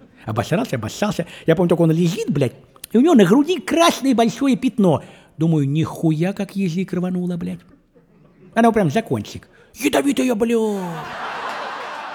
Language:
Russian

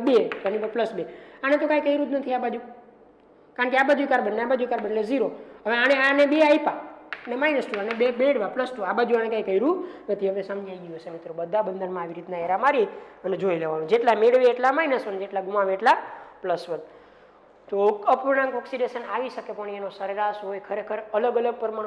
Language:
Gujarati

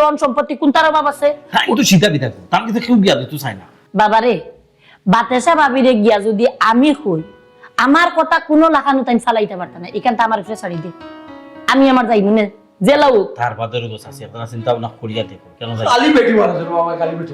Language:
Sylheti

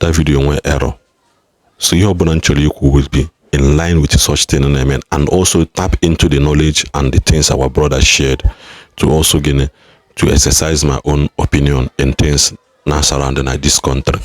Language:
Igbo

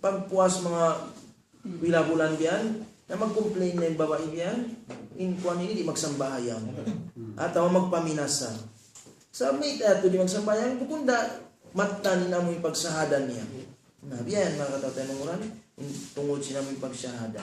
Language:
Tausug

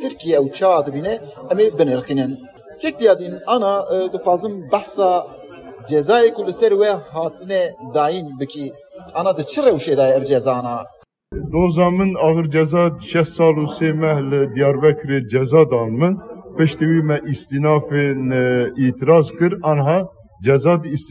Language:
Kurdish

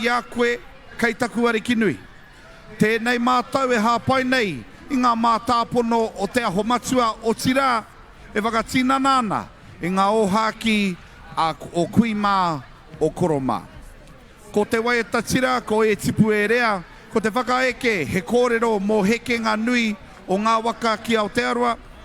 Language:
Māori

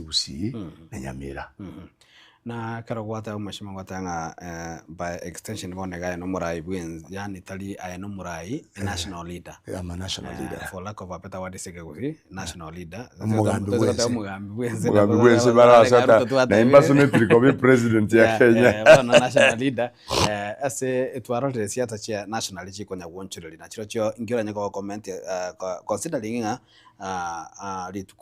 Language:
Gusii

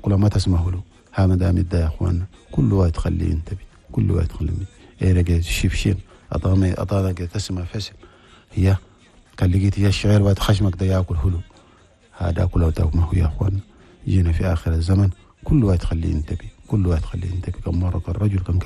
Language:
Chadian Arabic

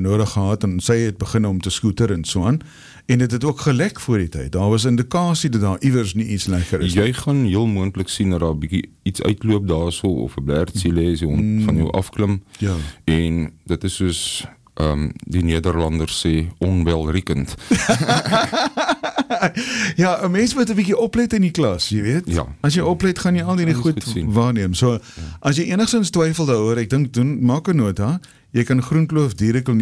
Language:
Afrikaans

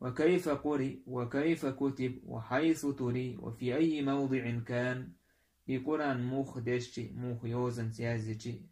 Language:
Chechen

